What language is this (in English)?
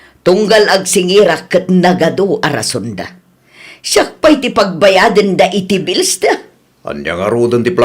Iloko